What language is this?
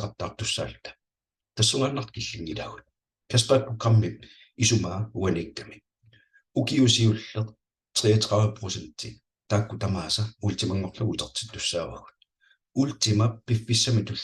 Kalaallisut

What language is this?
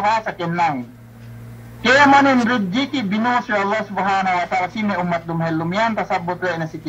Yakan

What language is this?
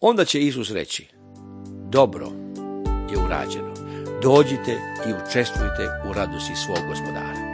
Serbian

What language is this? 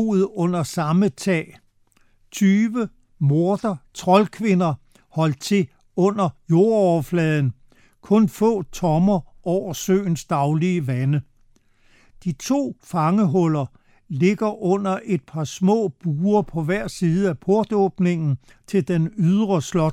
Danish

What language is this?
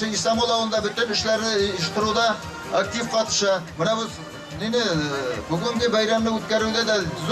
Bashkir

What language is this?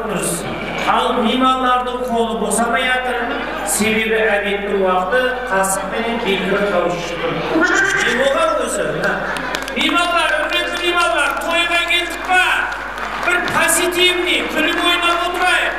Kara-Kalpak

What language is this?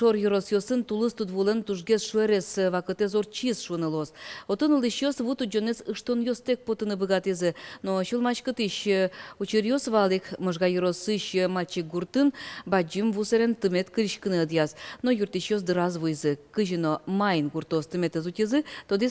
Udmurt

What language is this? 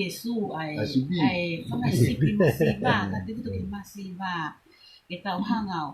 Tongan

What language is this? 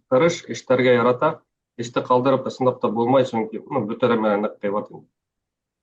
Bashkir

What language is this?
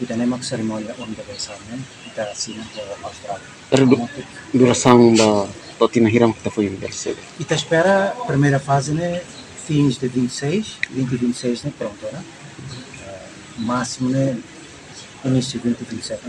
Tetum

